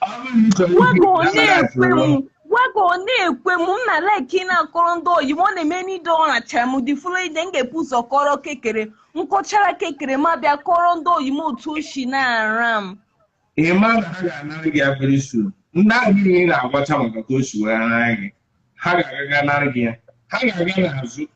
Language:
Igbo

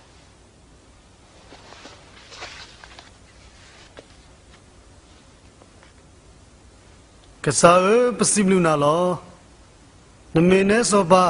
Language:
S'gaw Karen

